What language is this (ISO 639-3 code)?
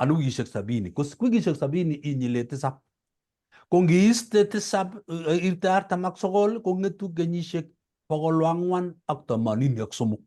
kln